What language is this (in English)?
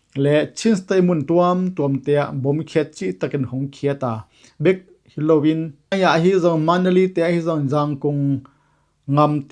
Tedim Chin